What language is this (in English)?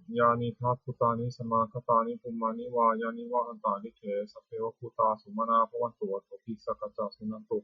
Pali